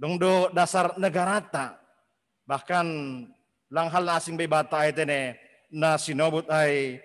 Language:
Batak Simalungun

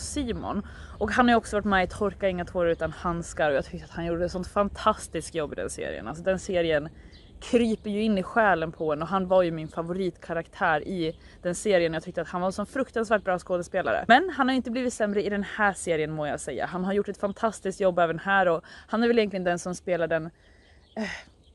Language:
Swedish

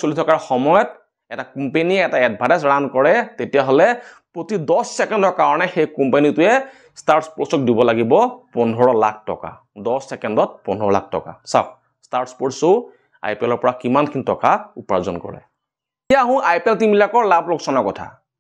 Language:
Assamese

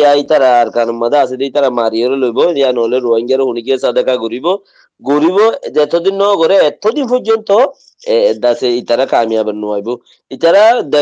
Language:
Rohingya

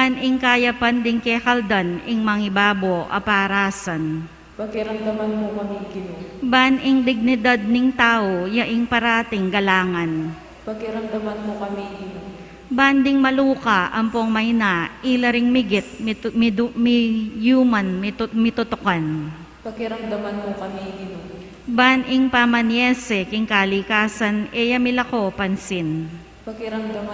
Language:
Pampanga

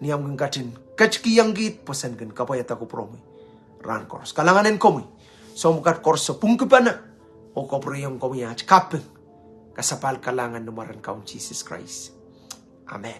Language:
Pohnpeian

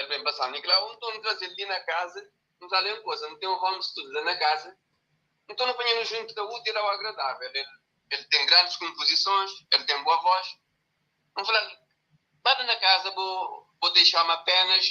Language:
Kabuverdianu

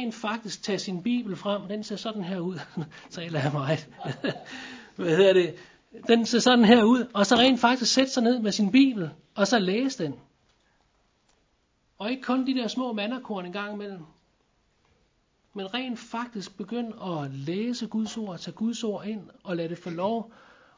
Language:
Danish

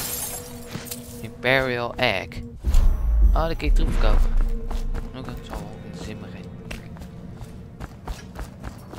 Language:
Dutch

